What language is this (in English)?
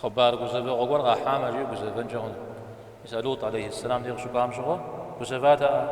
Kabardian